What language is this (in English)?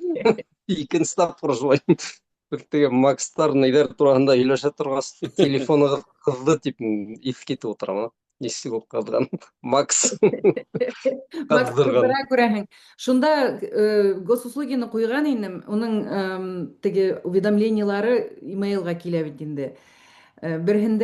Bashkir